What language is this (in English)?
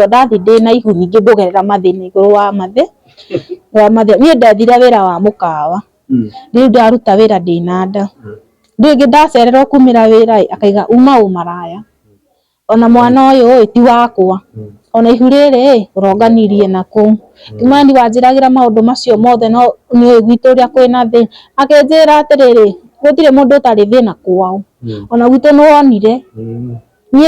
Kikuyu